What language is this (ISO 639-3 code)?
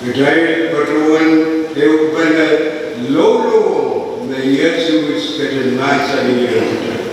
pon